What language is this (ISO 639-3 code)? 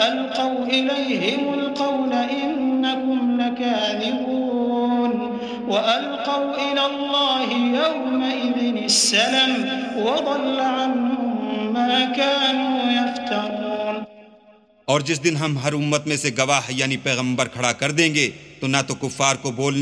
urd